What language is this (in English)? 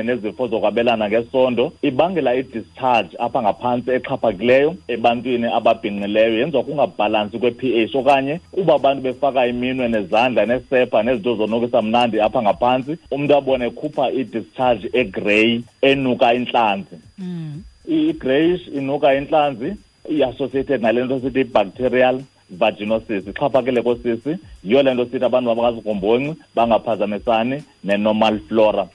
Xhosa